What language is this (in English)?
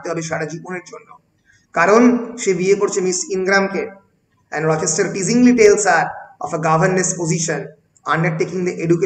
Bangla